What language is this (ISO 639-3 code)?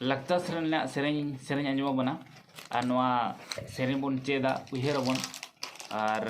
sat